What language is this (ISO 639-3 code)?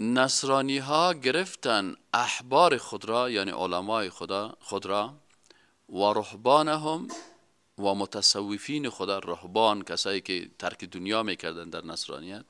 fas